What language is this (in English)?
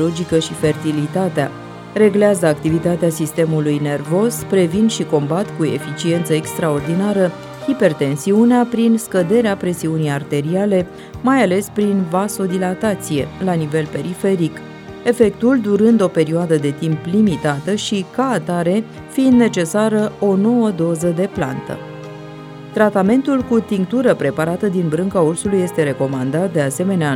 Romanian